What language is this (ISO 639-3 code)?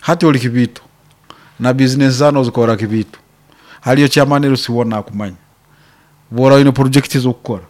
nyn